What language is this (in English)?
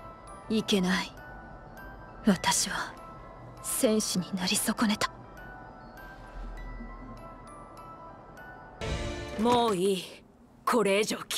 Japanese